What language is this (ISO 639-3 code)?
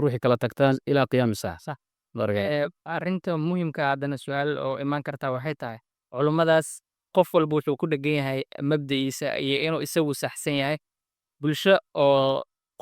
som